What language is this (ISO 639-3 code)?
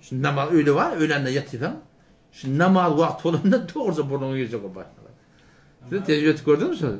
tuk